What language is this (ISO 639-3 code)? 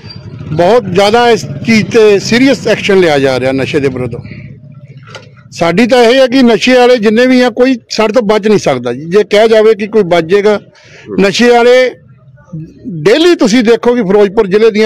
pan